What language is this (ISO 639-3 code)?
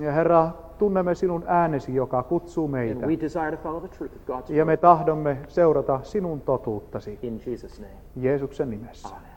fin